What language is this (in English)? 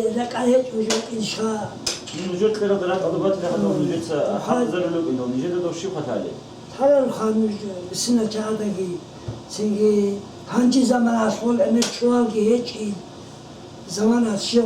Avaric